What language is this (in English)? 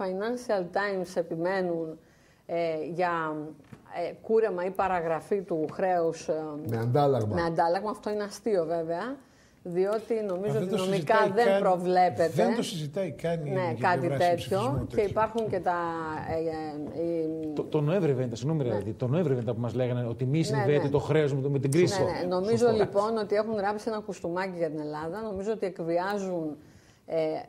Greek